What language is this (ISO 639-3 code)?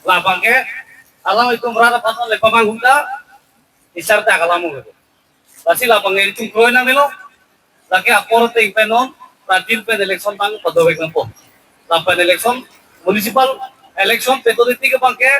mjw